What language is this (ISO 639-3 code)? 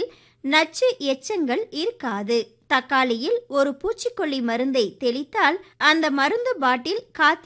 tam